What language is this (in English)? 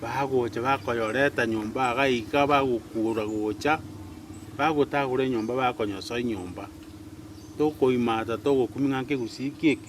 Gusii